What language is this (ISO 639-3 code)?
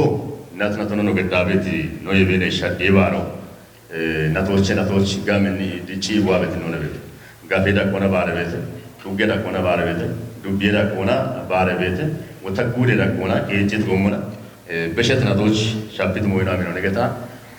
kbr